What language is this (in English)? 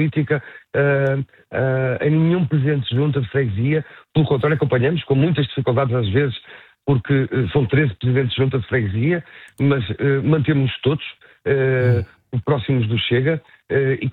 Portuguese